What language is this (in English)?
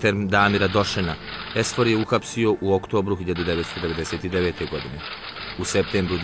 Bosnian